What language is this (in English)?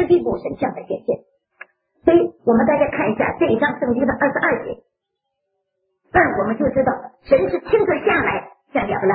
Chinese